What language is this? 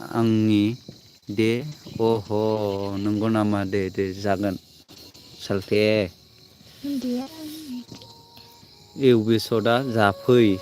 Bodo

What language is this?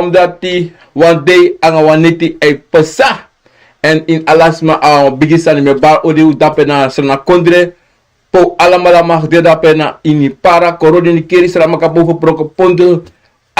Sranan Tongo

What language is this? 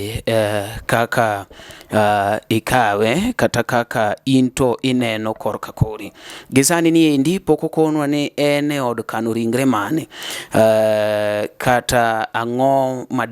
Luo (Kenya and Tanzania)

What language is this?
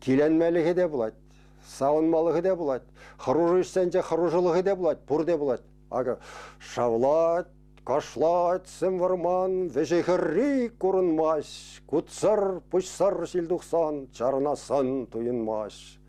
Chuvash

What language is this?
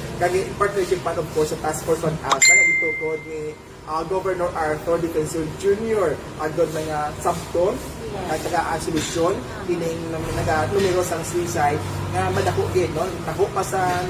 Hiligaynon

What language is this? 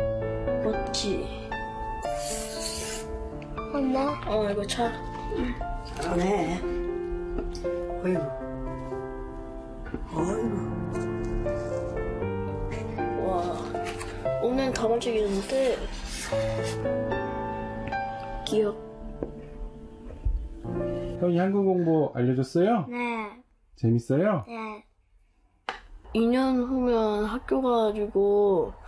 Korean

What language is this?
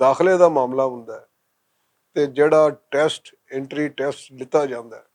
Western Panjabi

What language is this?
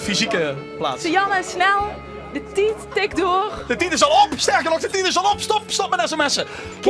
Limburgish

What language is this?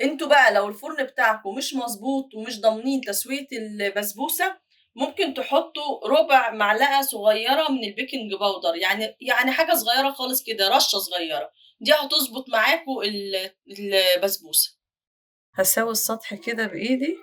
Egyptian Arabic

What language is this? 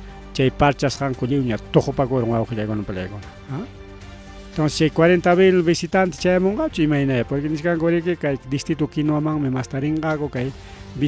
Ayacucho Quechua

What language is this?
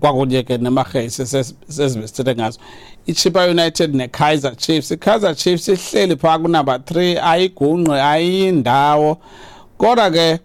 Xhosa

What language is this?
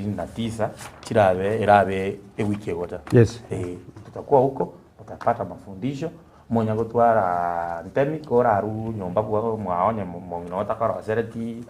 Gusii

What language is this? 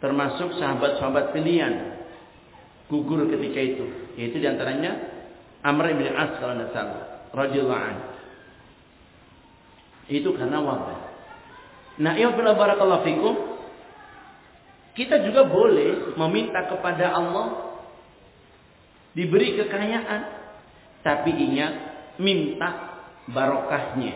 Indonesian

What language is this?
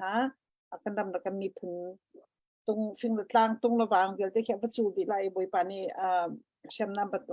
Hakha Chin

